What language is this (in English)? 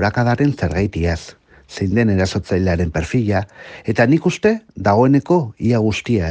Basque